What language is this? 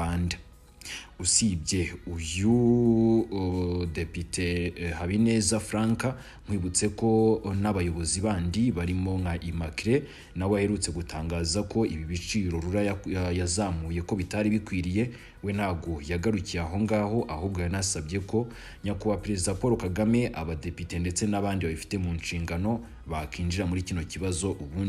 Kinyarwanda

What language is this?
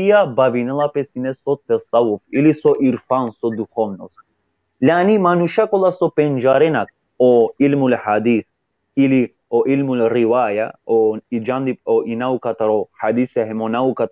Balkan Romani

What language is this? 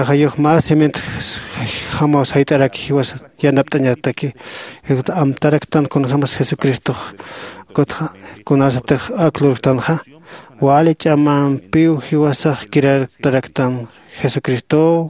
Aymara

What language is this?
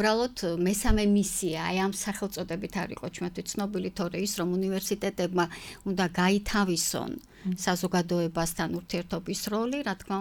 Georgian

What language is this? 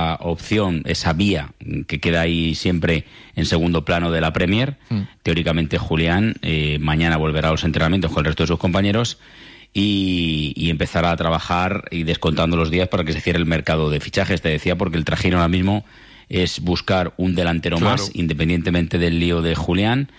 Spanish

